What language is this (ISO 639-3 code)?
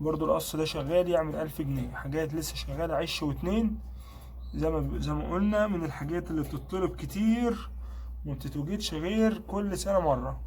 arz